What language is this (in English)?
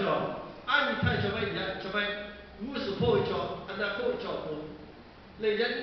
Lahu